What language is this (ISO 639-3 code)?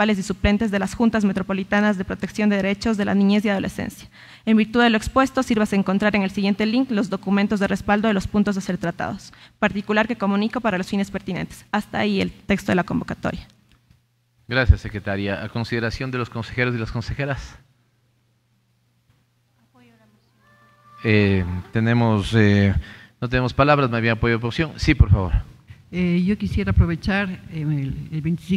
spa